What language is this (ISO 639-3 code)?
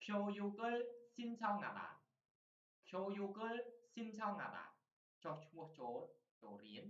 khm